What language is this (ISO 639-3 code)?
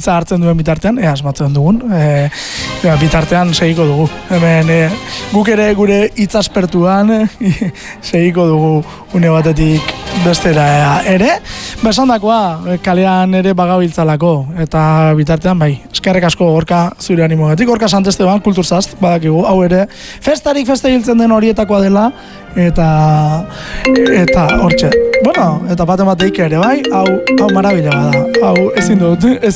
eus